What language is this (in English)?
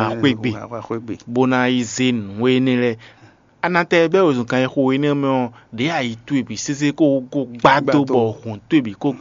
Fon